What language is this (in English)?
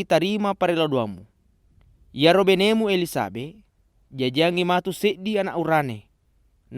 Buginese